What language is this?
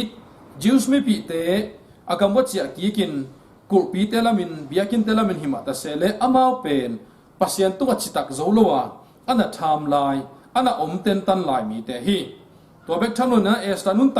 Tedim Chin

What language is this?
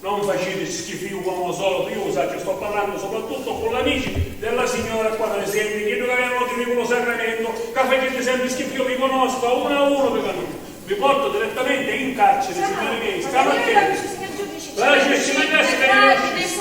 Sicilian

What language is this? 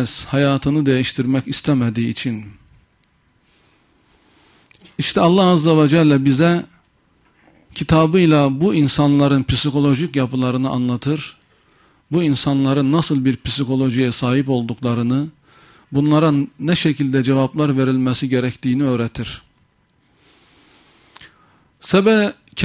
Turkish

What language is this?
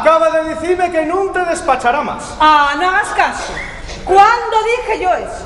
Asturian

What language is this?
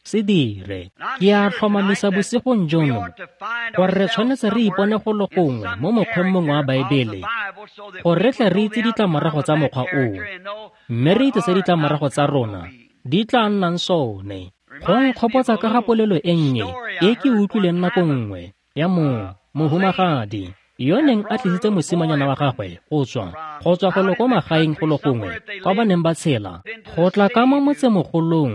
Tswana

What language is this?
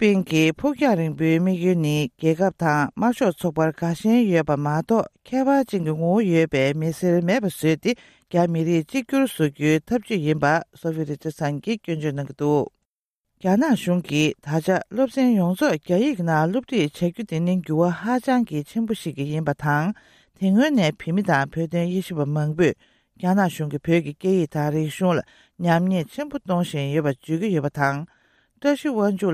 Tibetan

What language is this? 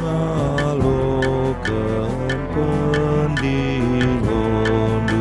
Batak Karo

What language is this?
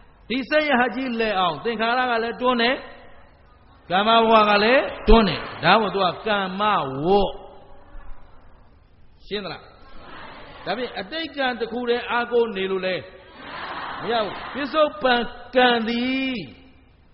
Burmese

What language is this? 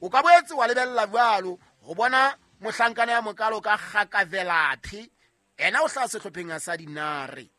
Southern Sotho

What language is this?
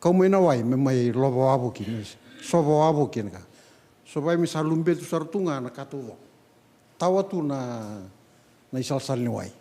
Fijian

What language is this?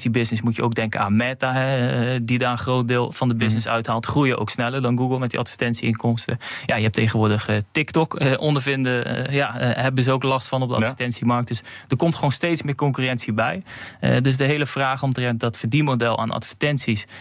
Dutch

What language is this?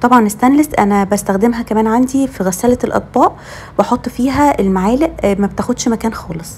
Egyptian Arabic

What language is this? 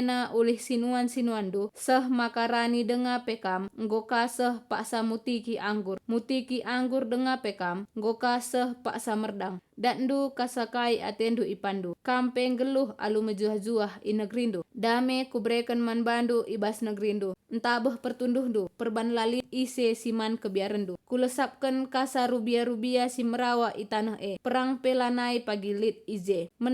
Batak Karo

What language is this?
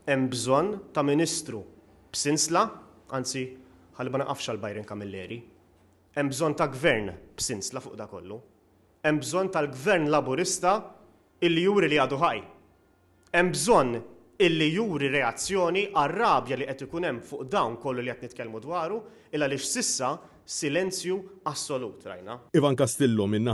Maltese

